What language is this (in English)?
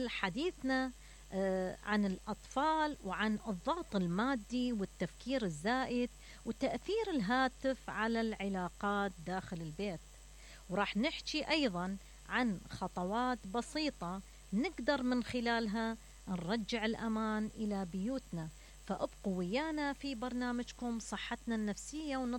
Mesopotamian Arabic